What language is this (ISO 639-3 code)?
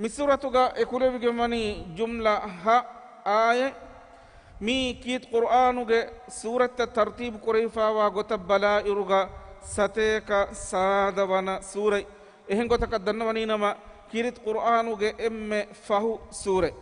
div